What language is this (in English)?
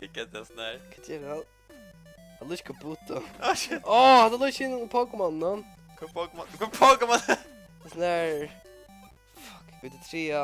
Faroese